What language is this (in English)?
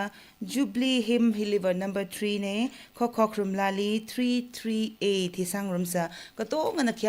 Tangkhul Naga (India)